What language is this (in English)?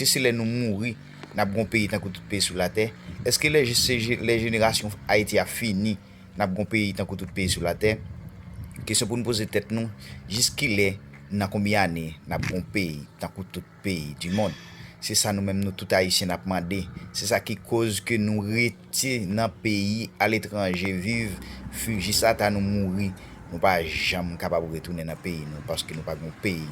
Haitian Creole